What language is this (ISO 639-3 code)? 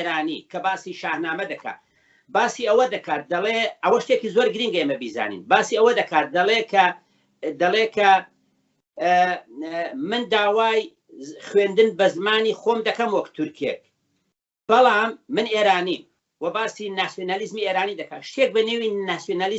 ckb